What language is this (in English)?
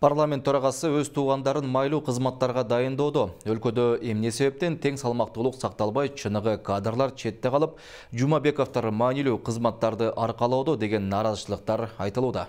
Kyrgyz